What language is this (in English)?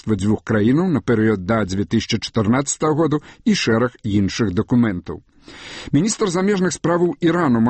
Belarusian